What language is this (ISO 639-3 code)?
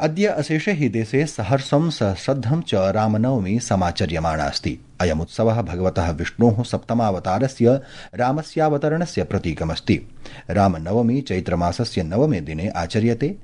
san